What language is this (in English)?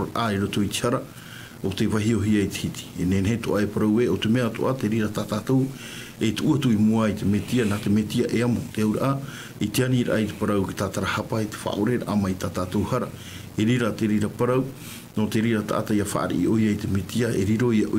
Tahitian